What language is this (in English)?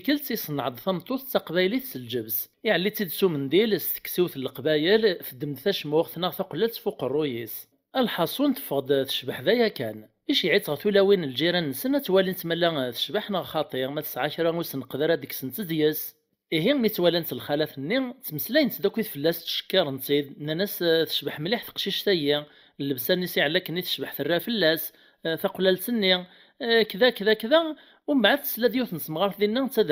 Kabyle